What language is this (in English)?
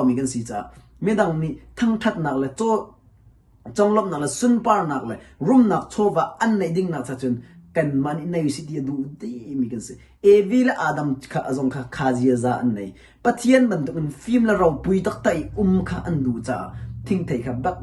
Hakha Chin